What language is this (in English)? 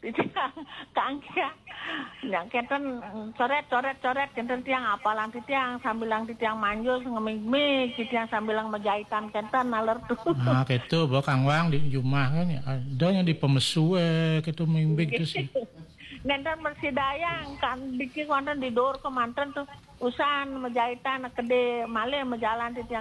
Balinese